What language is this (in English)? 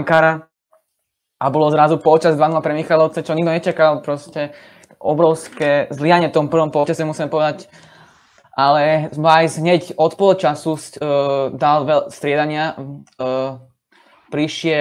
Slovak